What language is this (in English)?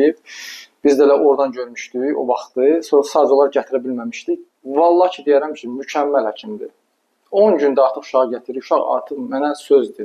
Azerbaijani